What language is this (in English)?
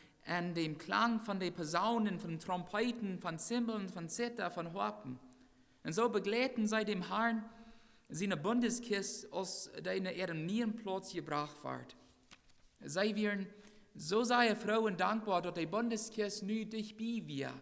Plautdietsch